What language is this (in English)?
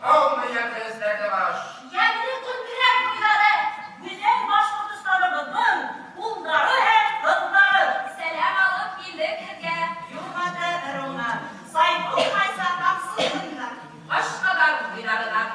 Bashkir